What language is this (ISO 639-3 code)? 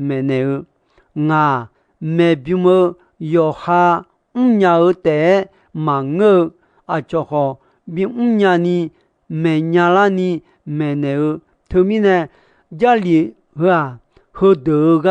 ahk